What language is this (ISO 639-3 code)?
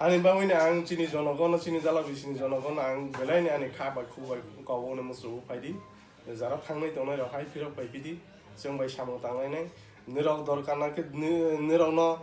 trp